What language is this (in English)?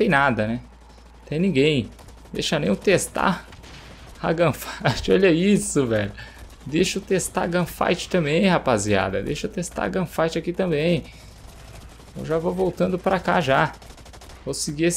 Portuguese